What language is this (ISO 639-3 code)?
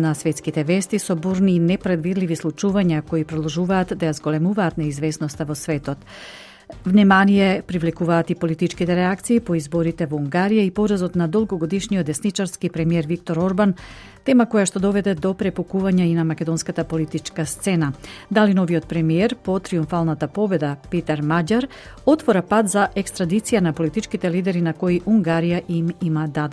mkd